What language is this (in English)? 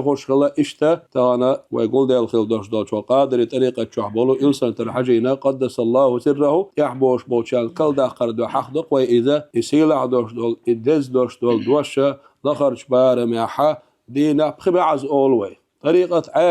Chechen